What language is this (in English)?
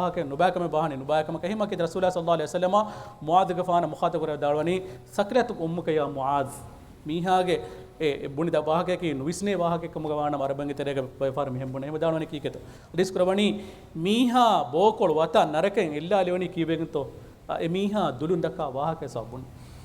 Divehi